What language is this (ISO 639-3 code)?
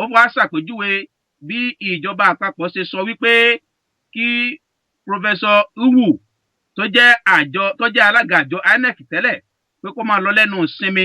yor